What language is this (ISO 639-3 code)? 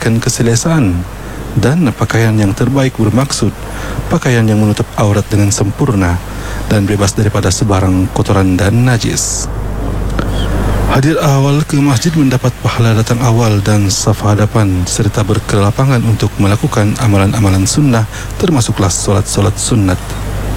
msa